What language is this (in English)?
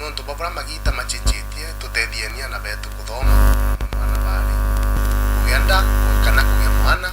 Meru